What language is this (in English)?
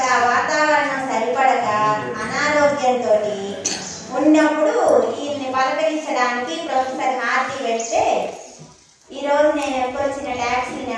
Telugu